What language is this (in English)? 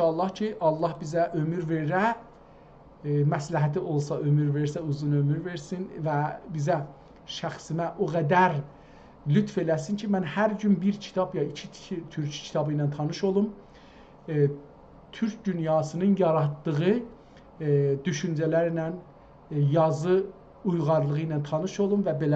South Azerbaijani